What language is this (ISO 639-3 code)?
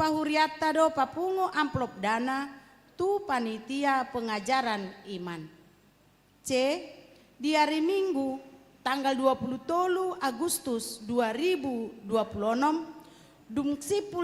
bbc